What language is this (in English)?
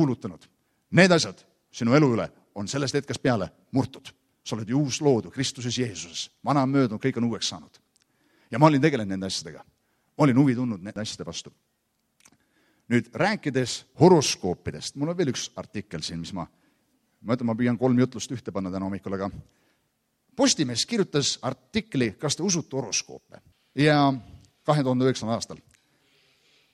Estonian